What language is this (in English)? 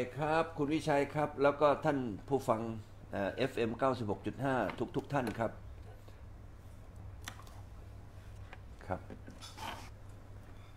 Thai